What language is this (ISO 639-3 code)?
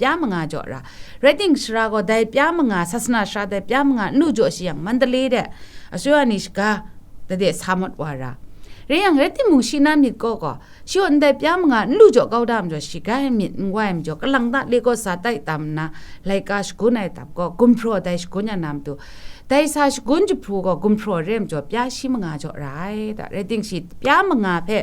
kac